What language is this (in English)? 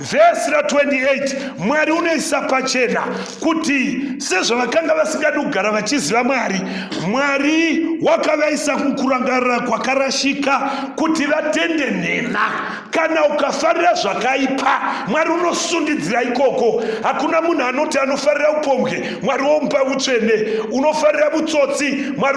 Shona